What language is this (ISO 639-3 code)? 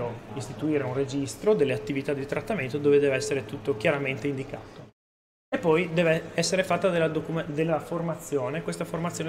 ita